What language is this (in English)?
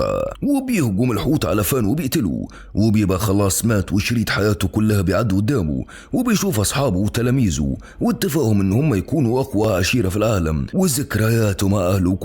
Egyptian Arabic